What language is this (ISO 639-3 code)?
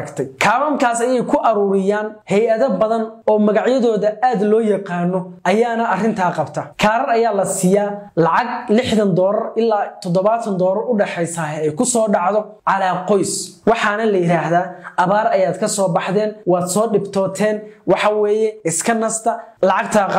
som